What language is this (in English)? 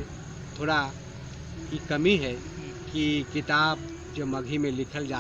Magahi